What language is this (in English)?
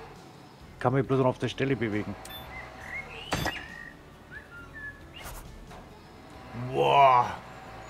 German